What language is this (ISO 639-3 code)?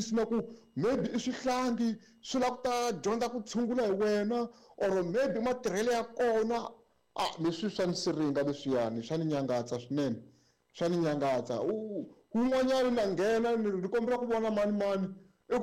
tso